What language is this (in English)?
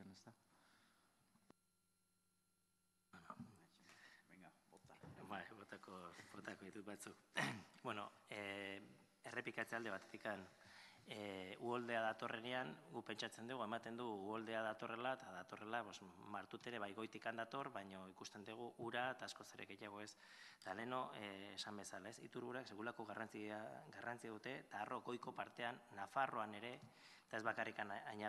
Basque